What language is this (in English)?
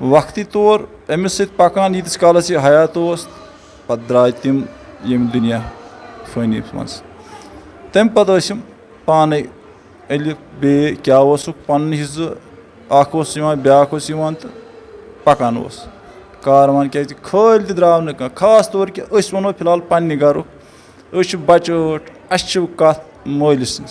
Kashmiri